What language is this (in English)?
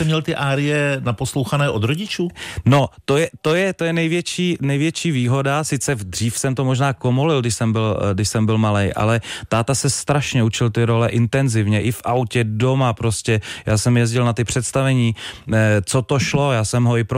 Czech